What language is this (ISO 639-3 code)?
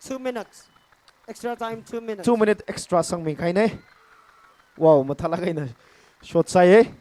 nmf